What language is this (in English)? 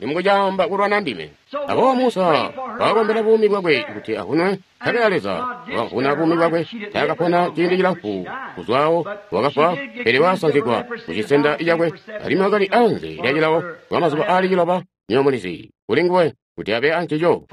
Tonga (Zambia)